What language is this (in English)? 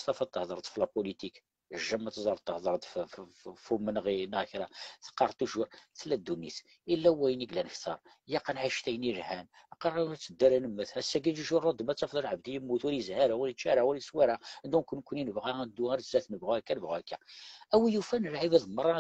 Kabyle